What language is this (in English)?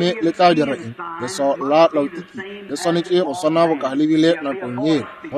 Northern Sotho